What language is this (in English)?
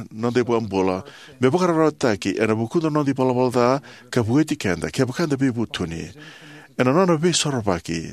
Fijian